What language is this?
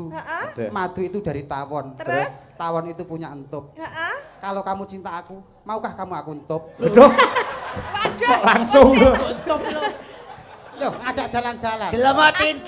Javanese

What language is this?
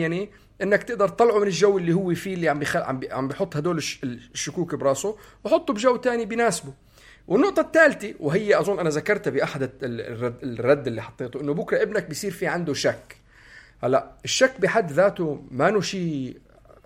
North Levantine Arabic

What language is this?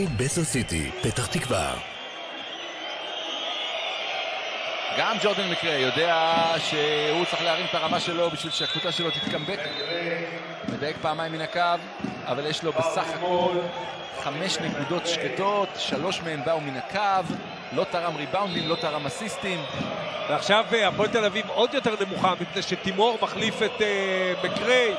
Hebrew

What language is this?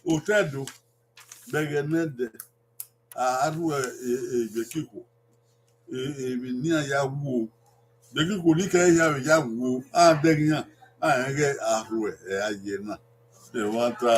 Bini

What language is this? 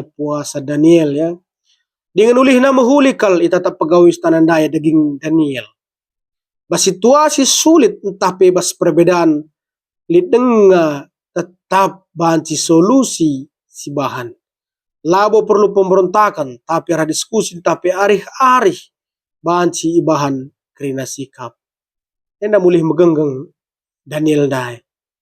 Batak Karo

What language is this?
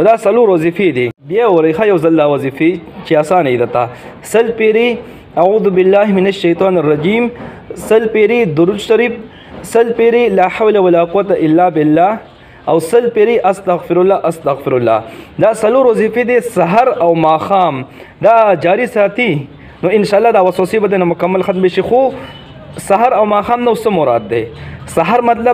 Pashto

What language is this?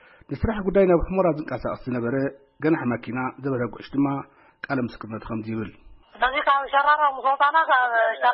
Tigrinya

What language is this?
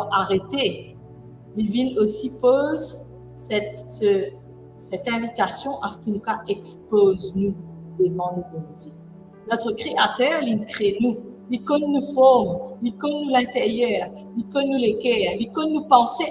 Morisyen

